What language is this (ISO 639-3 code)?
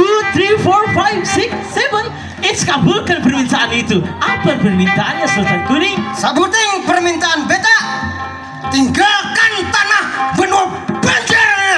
bjn